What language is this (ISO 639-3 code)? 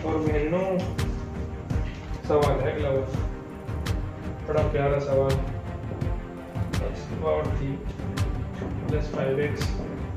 hin